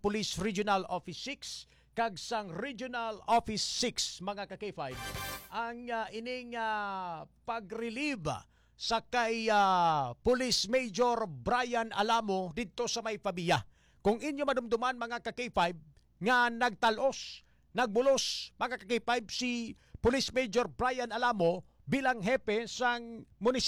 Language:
Hiligaynon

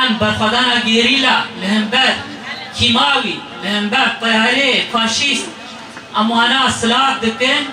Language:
Kurdish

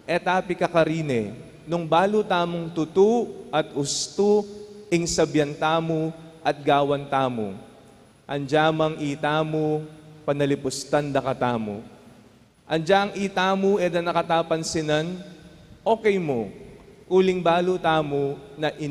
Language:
Pampanga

